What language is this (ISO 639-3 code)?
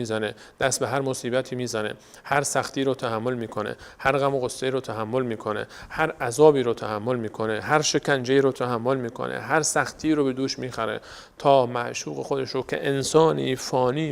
fas